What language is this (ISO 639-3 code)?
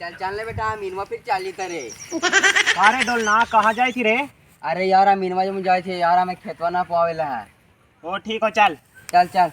mag